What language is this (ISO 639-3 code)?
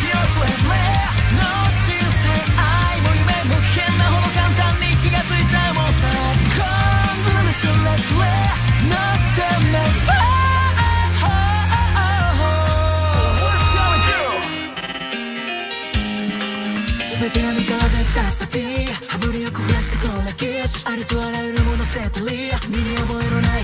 jpn